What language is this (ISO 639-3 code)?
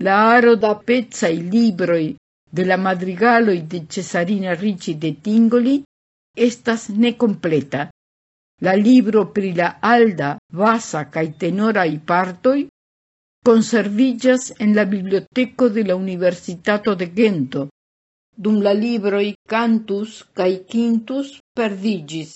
epo